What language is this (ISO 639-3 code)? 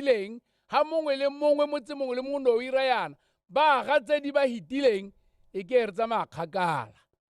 tsn